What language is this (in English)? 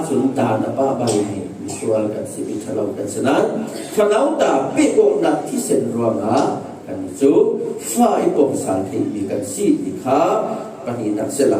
Falam Chin